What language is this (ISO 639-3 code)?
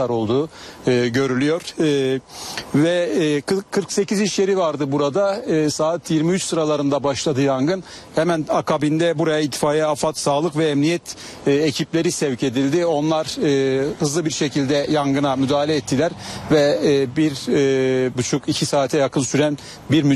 tur